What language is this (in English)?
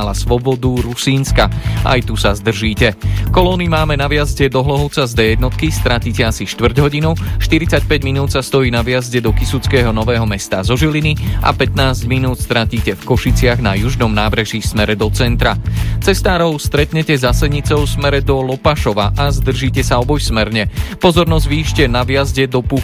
Slovak